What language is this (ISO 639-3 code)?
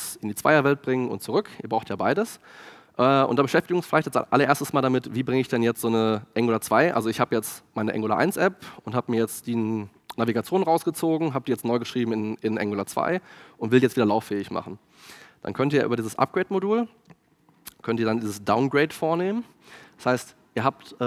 deu